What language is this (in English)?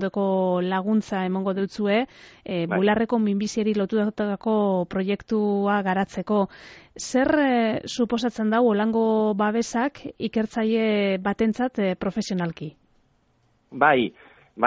Basque